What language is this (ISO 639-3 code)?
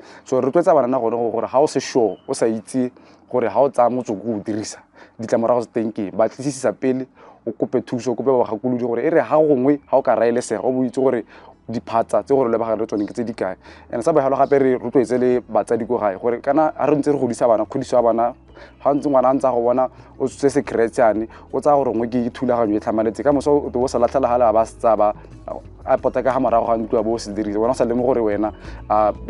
tsn